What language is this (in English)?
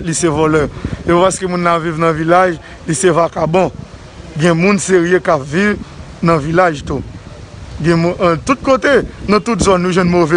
Haitian Creole